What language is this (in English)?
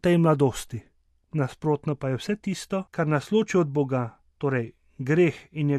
Slovenian